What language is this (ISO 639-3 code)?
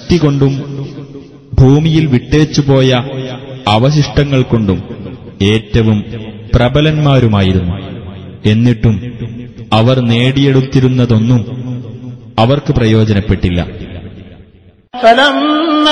mal